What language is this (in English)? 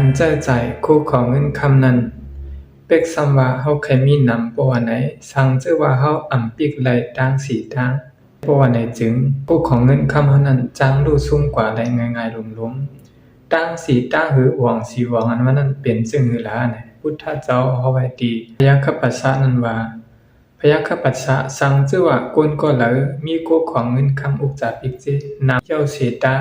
Shan